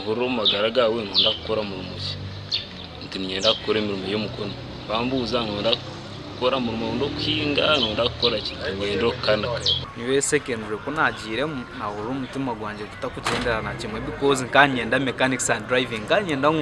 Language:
Nyankole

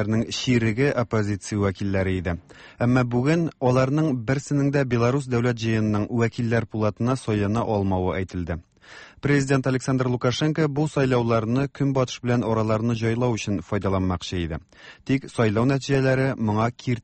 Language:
Tatar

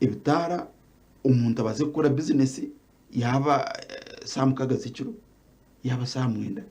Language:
Nyankole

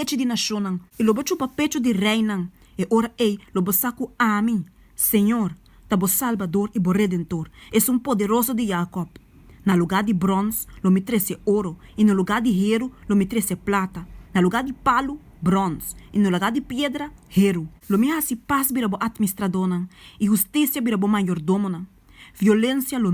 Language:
Papiamento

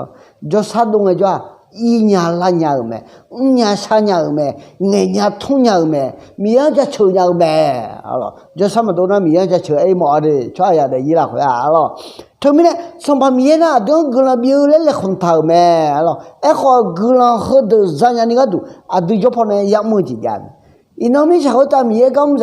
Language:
Akha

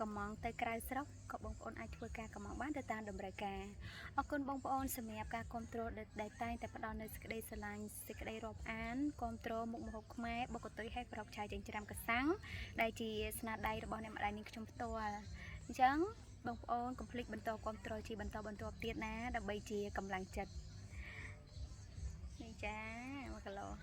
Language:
Khmer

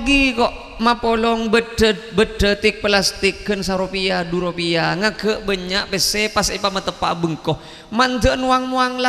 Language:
Madurese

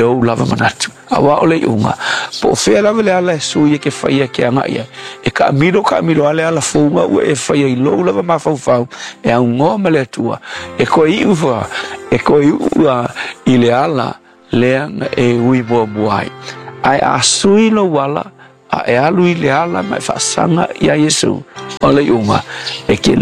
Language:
Samoan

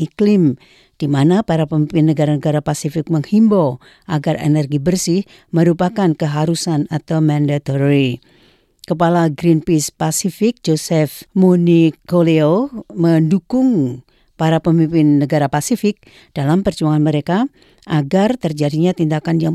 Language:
Indonesian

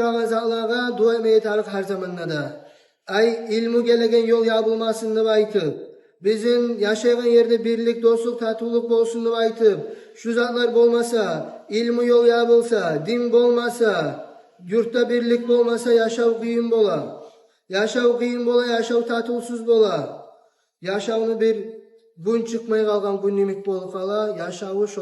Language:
Kumyk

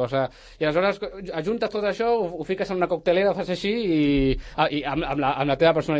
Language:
Catalan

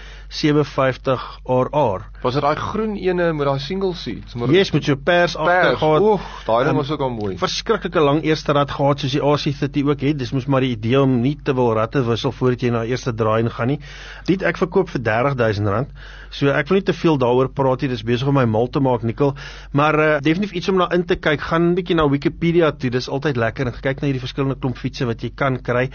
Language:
Afrikaans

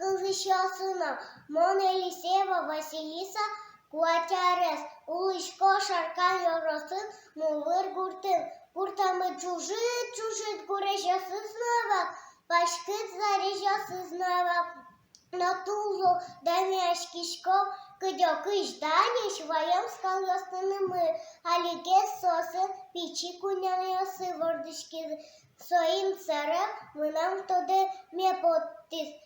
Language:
Udmurt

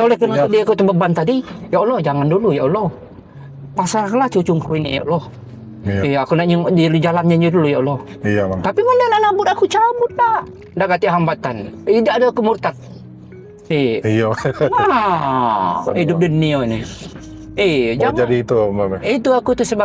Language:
Musi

